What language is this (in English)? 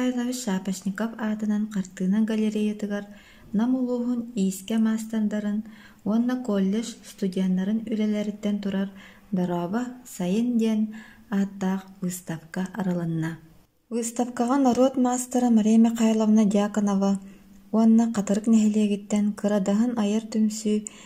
Yakut